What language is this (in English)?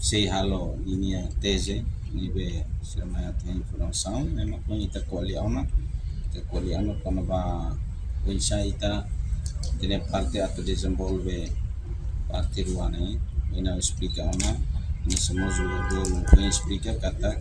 Tetum